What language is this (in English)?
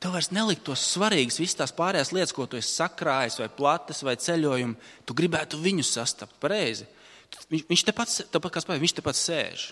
Latvian